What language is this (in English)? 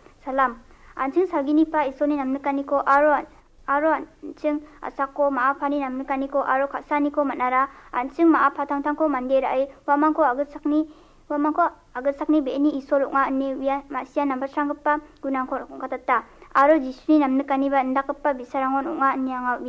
Garo